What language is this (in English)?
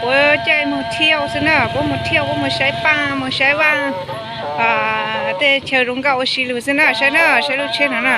Hmong